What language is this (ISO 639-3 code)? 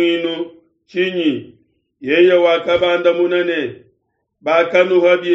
lua